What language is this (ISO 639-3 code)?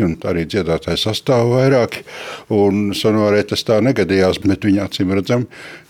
lav